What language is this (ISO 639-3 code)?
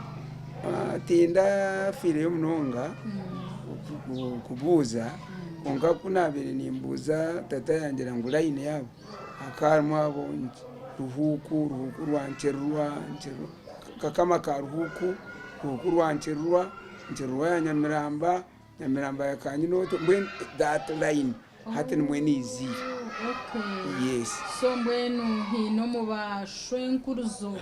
nyn